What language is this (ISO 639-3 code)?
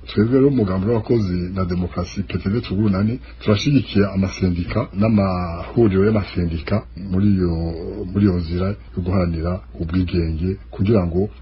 run